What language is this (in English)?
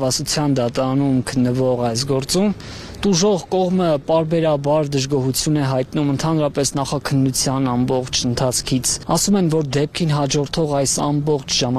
Armenian